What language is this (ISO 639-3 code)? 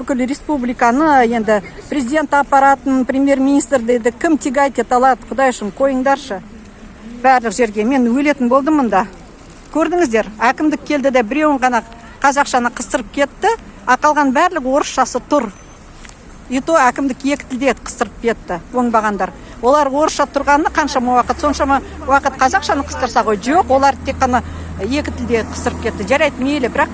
kaz